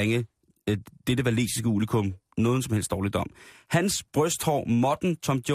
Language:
Danish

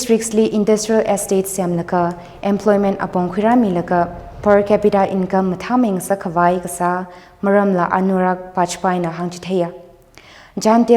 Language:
Tangkhul Naga (India)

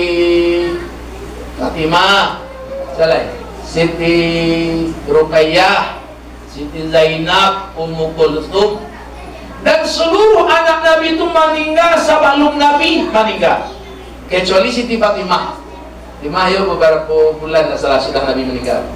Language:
Minangkabau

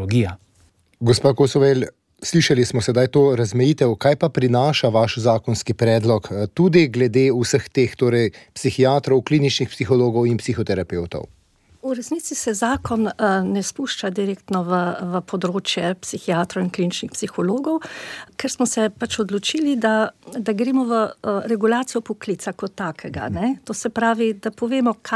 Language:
Slovenian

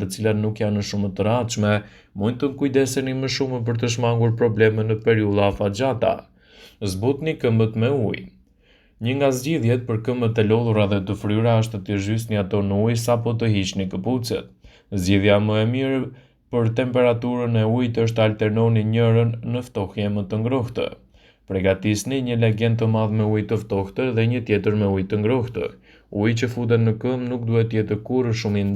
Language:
Albanian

